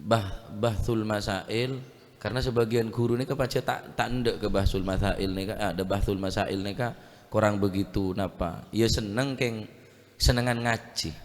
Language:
Madurese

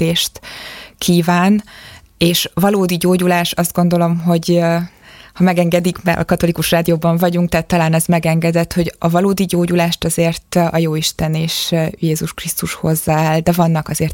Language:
Hungarian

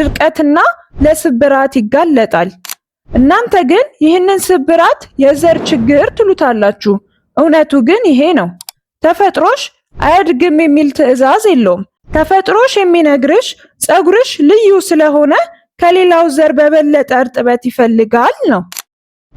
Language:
Amharic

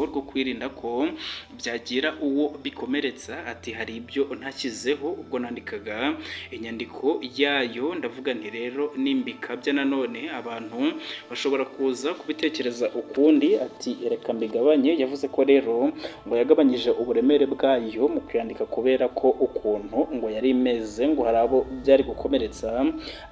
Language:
Kinyarwanda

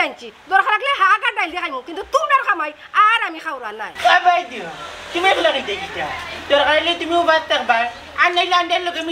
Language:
Sylheti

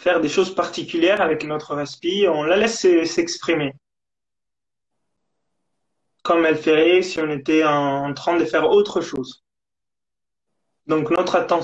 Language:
French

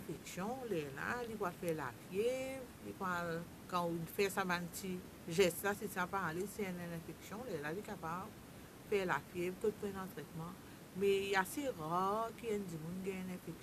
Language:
Morisyen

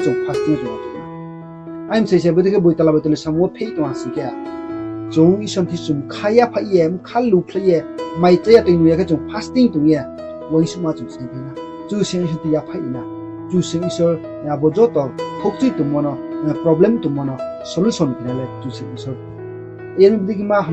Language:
Riang (India)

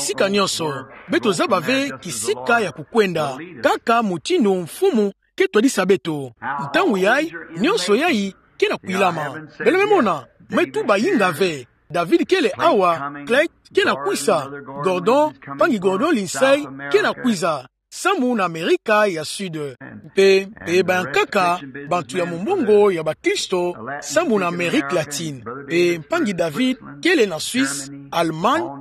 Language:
Kituba (Democratic Republic of Congo)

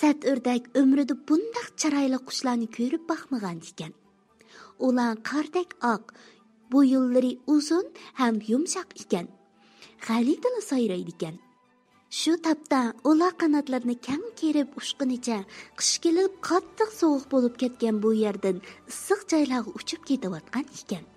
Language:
Uyghur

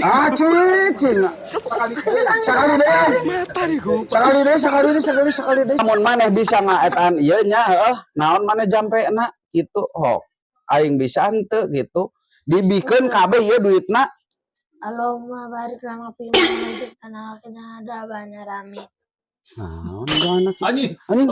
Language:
Sundanese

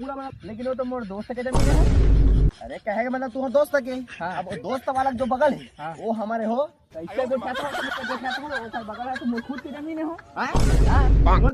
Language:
Chhattisgarhi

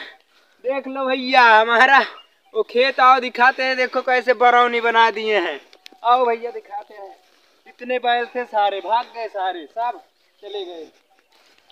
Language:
Awadhi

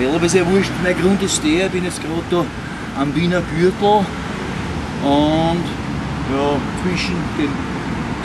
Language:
Bavarian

